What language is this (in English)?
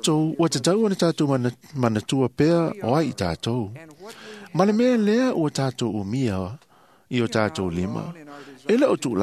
Samoan